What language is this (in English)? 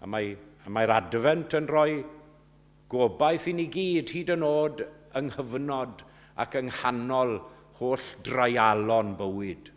Welsh